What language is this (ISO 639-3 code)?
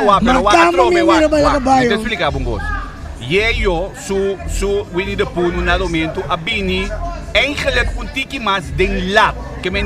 pap